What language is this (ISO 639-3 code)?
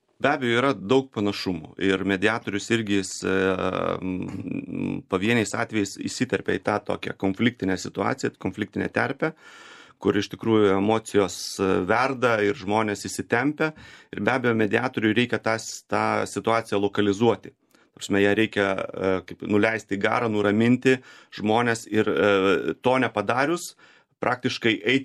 lit